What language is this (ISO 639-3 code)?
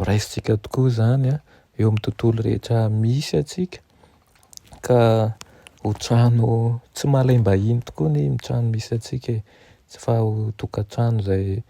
mlg